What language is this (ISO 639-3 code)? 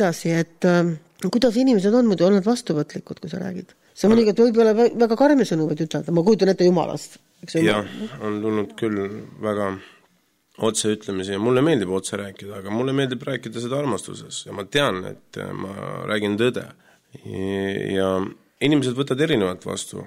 est